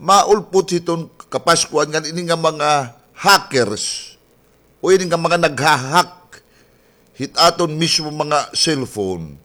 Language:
Waray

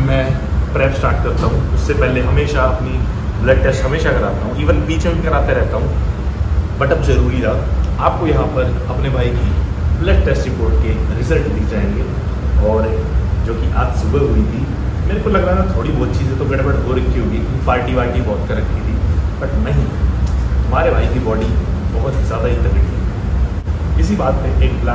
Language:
Hindi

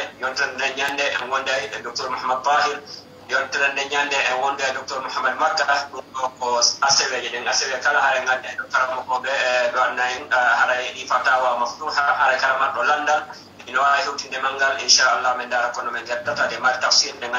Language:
Fula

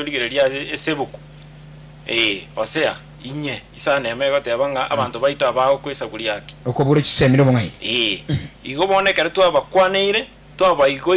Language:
Gusii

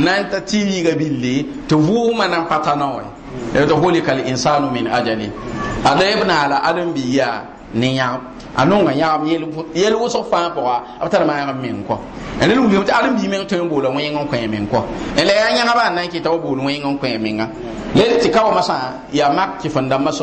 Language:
Mossi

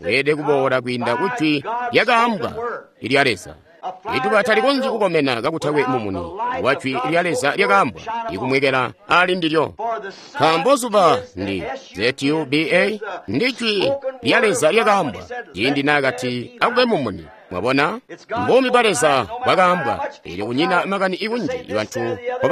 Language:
Tonga (Zambia)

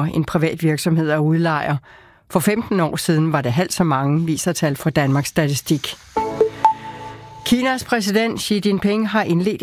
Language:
Danish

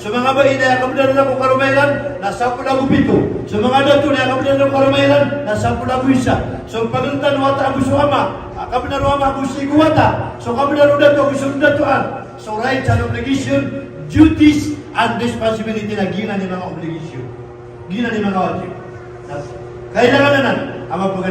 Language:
Maranao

